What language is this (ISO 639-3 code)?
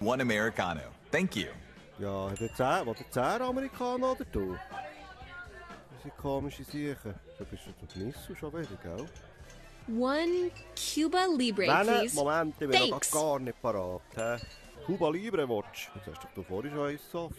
gsw